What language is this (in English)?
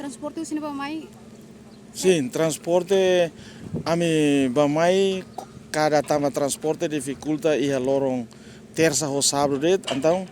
Tetum